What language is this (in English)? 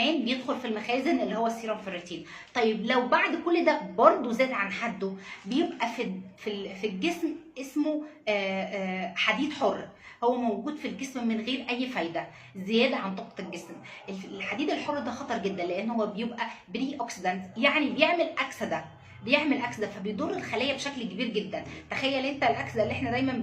Egyptian Arabic